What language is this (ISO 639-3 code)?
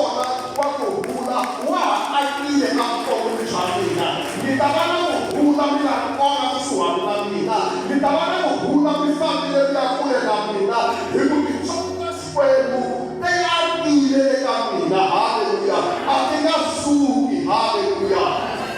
tso